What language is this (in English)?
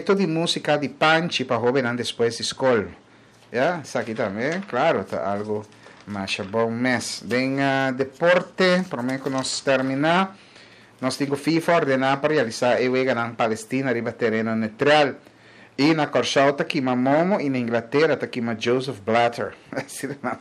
Papiamento